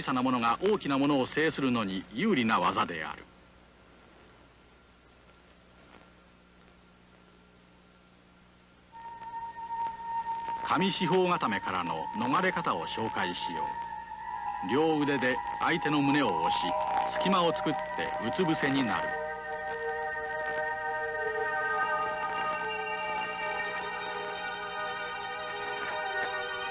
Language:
Japanese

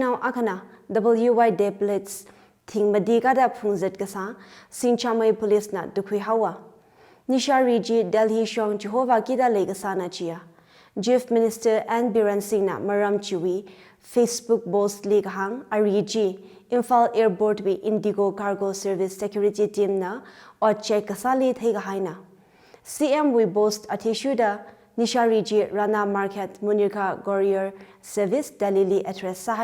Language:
Tangkhul Naga (India)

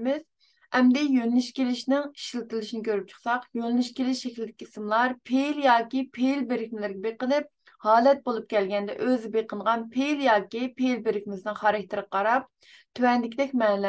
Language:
Uyghur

